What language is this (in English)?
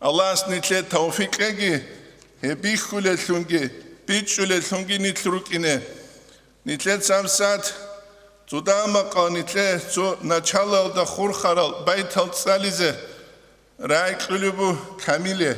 Avaric